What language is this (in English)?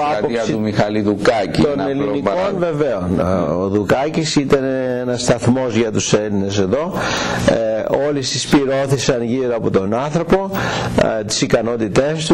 Greek